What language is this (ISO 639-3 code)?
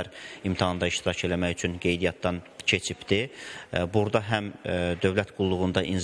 aze